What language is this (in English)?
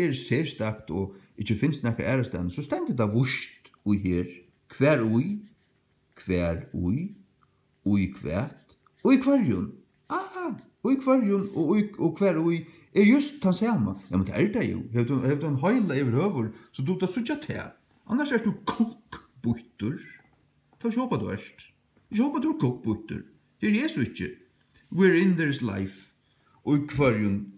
Faroese